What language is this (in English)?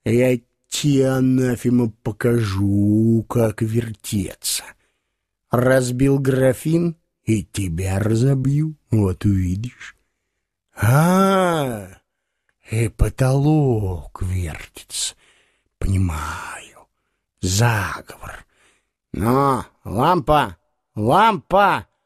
Russian